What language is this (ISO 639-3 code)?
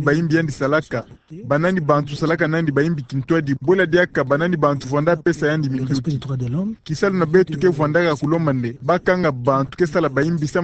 ktu